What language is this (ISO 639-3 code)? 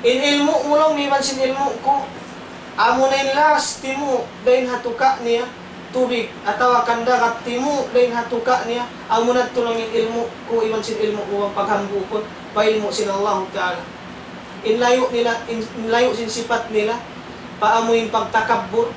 tsg